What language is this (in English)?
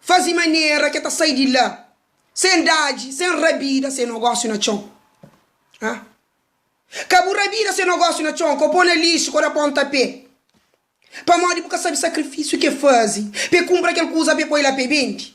Kabuverdianu